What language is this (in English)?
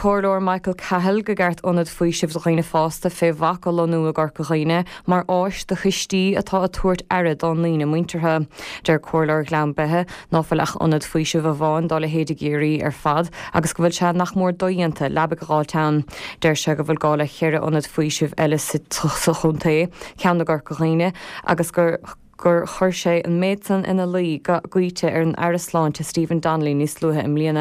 Irish